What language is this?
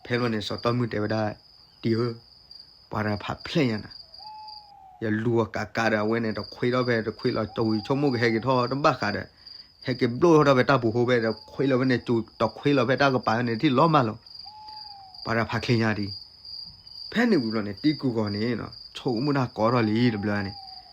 S'gaw Karen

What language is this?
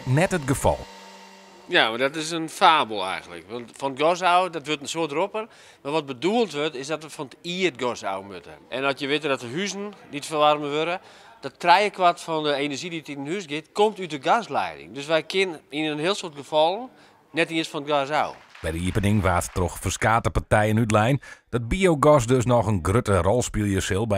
Western Frisian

